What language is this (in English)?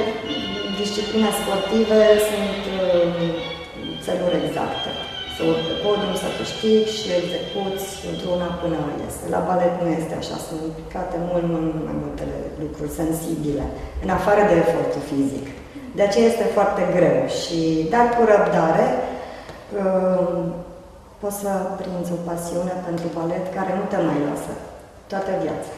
Romanian